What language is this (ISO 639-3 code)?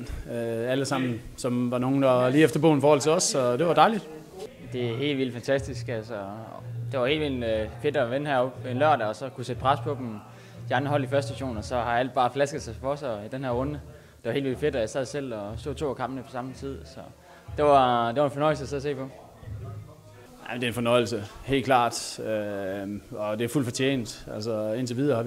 dan